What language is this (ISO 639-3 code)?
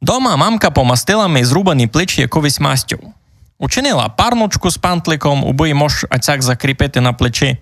rue